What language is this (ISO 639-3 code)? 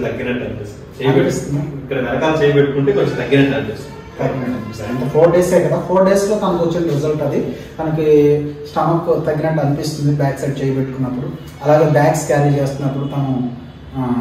tel